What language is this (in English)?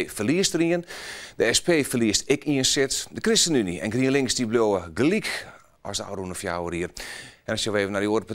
Western Frisian